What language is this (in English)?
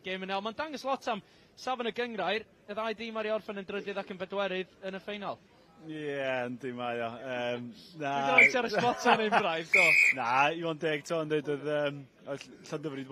Welsh